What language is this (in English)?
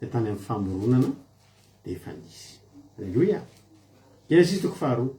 Malagasy